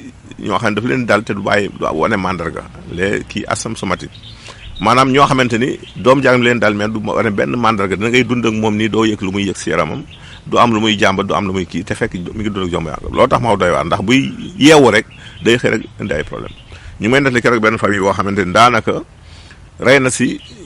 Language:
Wolof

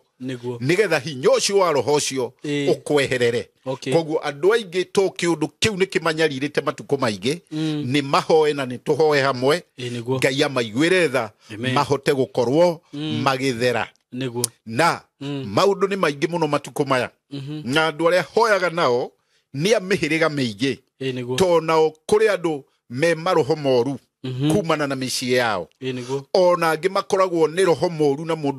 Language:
Kikuyu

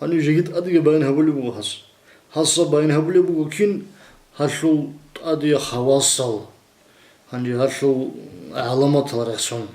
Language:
Avaric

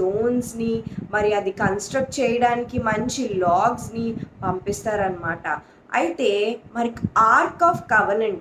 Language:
Telugu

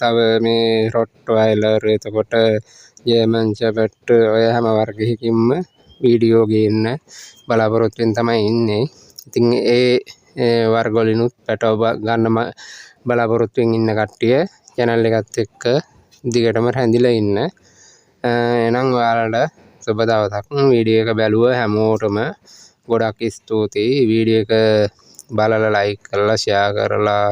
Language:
Sinhala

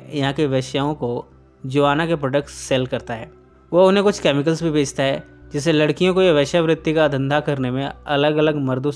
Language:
Hindi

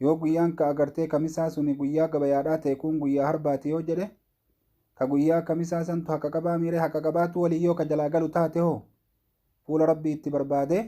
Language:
Oromo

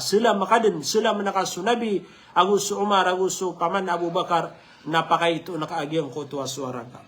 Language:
Maranao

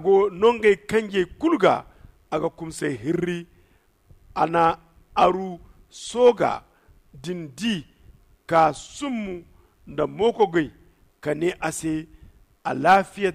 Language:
Zarma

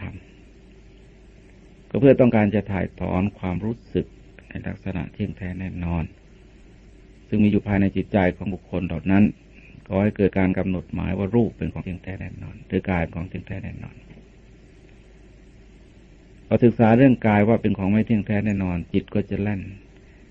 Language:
Thai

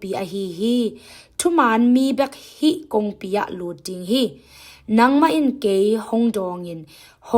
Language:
Tedim Chin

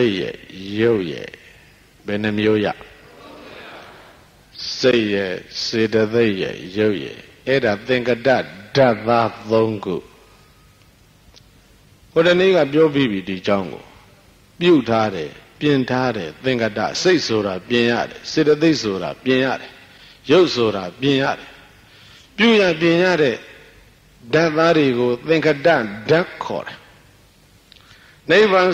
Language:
Burmese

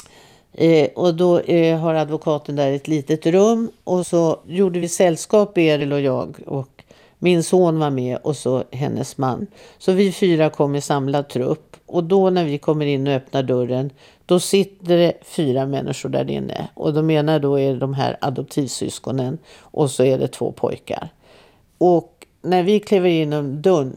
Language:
Swedish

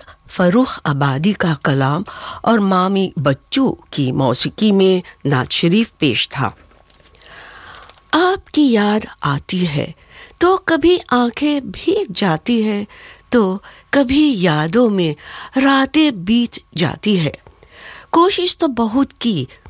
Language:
Urdu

